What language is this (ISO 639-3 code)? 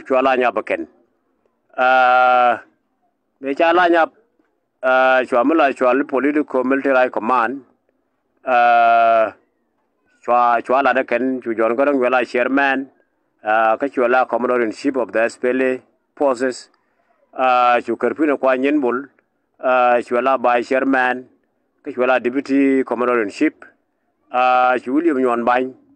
nus